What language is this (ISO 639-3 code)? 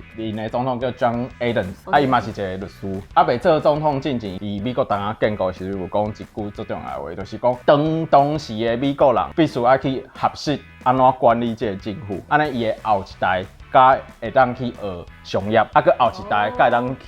nan